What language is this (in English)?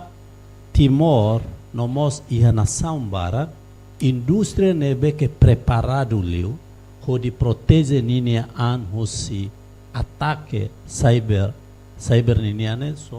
Tetum